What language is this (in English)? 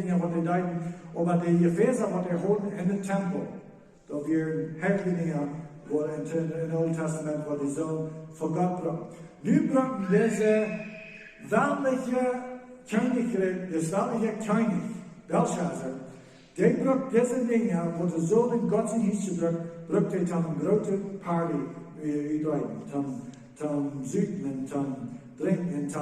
Plautdietsch